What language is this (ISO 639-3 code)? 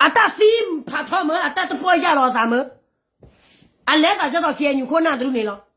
ksw